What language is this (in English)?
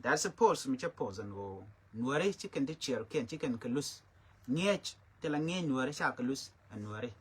Nuer